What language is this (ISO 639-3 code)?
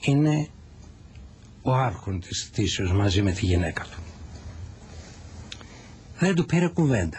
ell